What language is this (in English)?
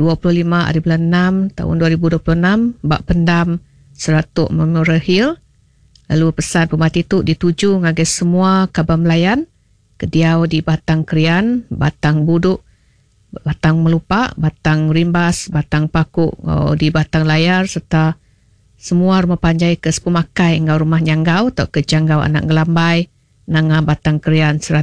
Iban